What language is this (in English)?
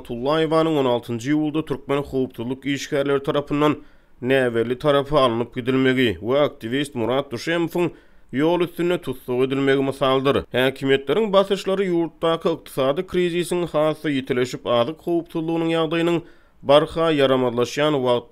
Turkmen